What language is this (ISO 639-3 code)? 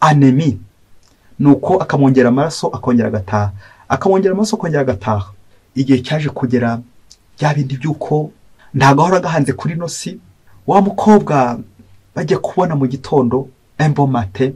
kin